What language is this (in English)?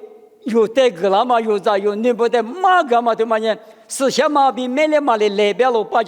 Lisu